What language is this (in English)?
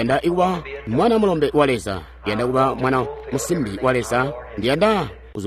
Tonga (Zambia)